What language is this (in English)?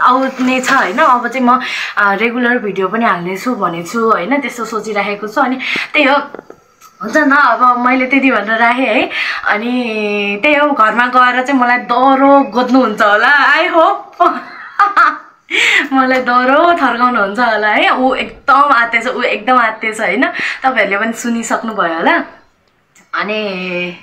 Nepali